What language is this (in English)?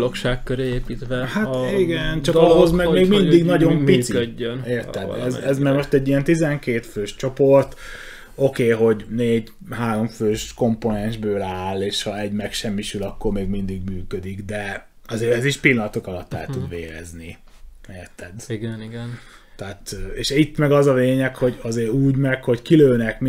Hungarian